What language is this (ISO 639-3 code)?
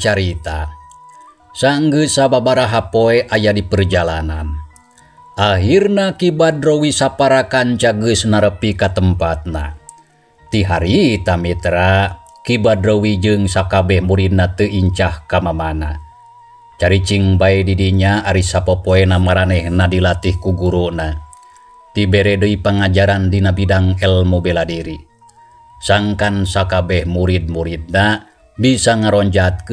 sun